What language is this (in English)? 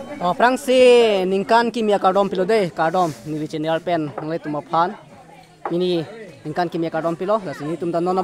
Karbi